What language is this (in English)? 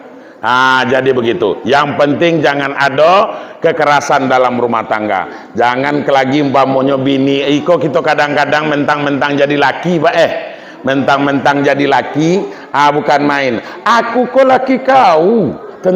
Minangkabau